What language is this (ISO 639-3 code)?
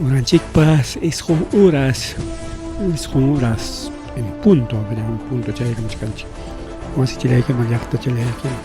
quy